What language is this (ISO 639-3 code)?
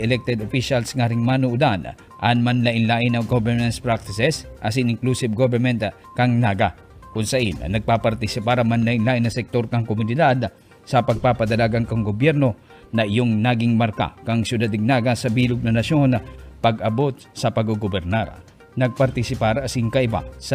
bik